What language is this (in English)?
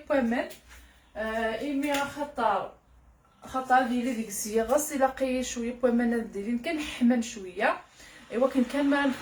Kabyle